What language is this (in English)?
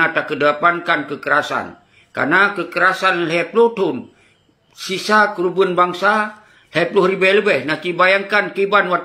Achinese